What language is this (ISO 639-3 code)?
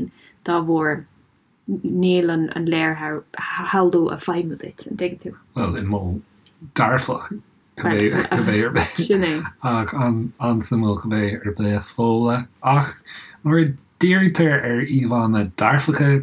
gle